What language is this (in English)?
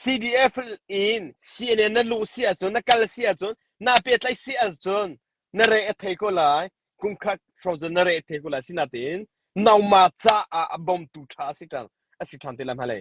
Hakha Chin